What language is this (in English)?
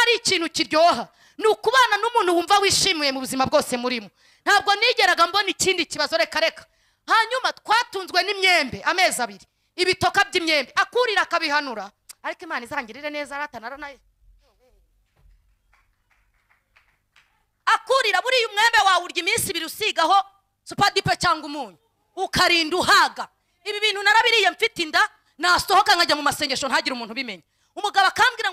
Kinyarwanda